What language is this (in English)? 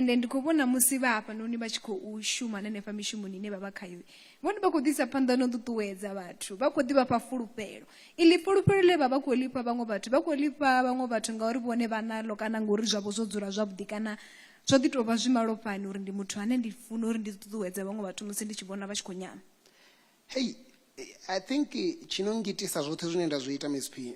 Venda